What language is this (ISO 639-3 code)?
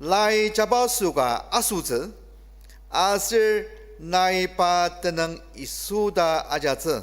njo